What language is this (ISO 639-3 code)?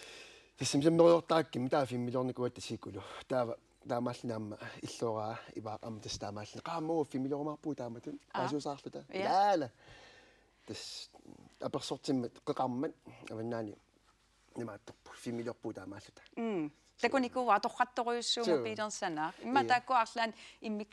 kal